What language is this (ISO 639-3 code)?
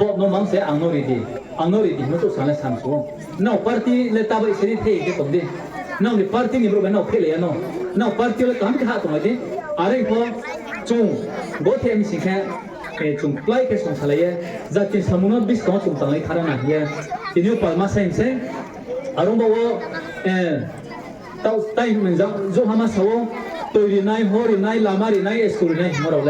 ria